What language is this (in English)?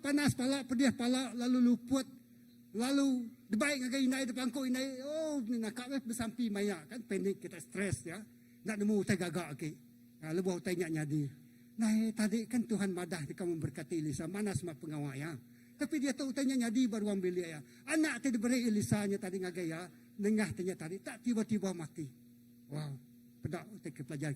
Iban